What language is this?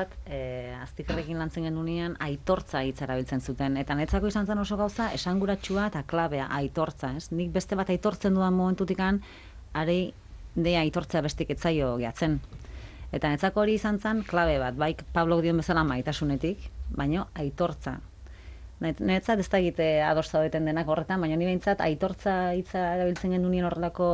Basque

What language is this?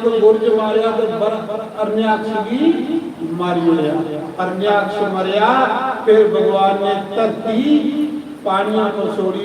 Dogri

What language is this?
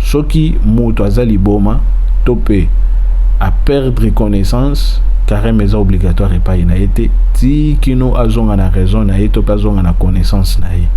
Lingala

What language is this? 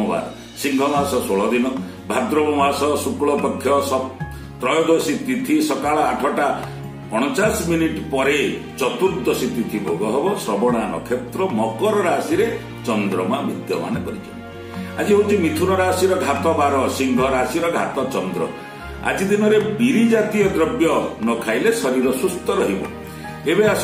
Odia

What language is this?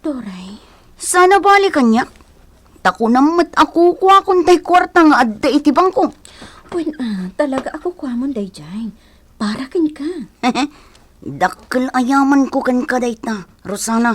Iloko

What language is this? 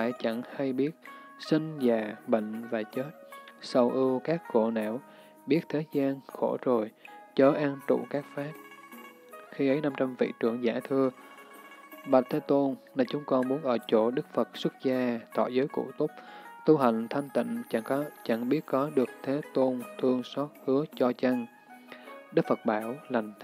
Vietnamese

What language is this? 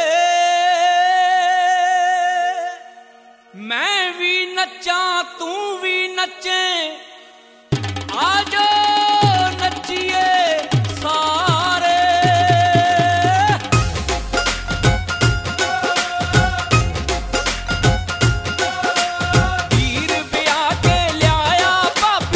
Punjabi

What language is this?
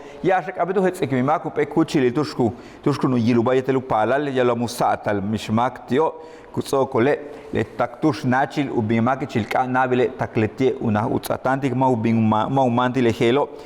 Yucateco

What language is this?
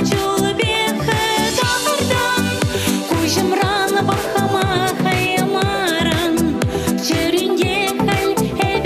Chuvash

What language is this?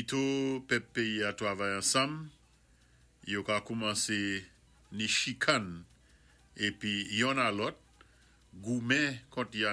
Saint Lucian Creole French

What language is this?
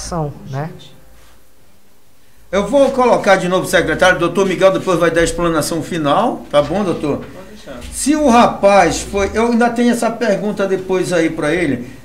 Portuguese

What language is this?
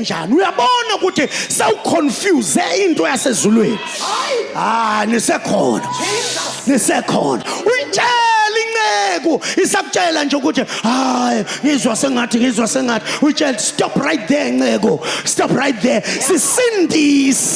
Zulu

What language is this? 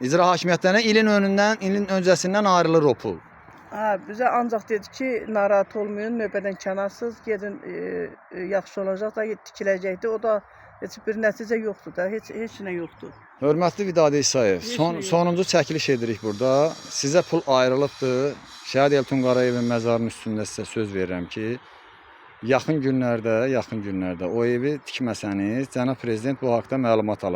Azerbaijani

